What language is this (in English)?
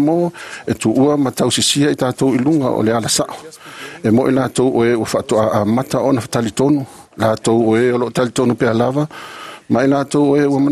Samoan